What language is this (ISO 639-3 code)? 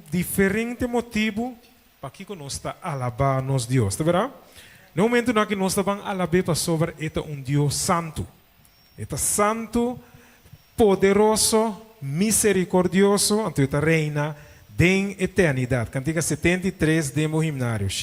pap